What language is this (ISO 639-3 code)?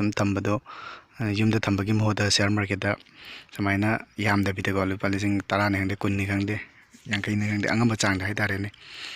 mni